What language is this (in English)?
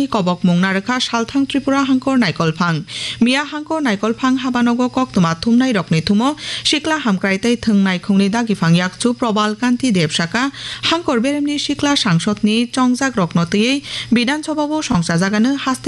Kok Borok